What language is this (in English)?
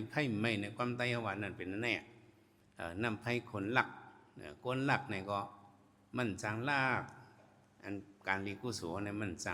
Shan